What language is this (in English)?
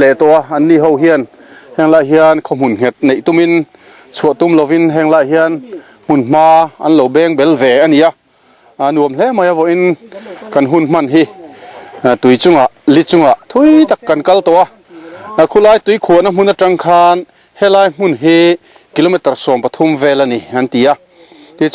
Mizo